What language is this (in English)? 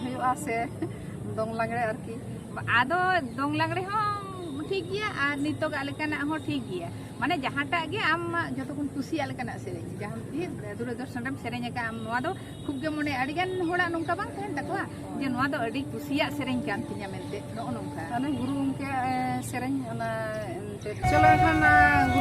Santali